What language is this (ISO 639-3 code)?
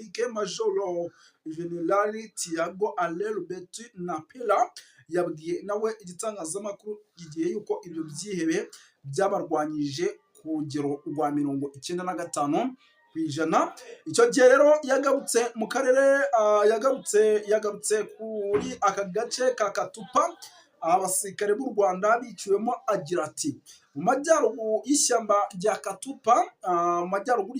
kin